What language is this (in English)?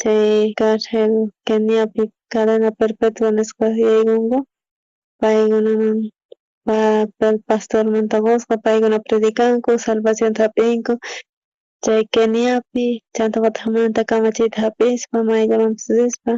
South Bolivian Quechua